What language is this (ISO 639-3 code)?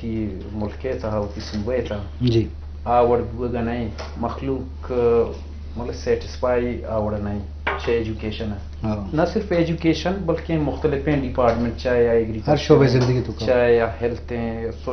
bgp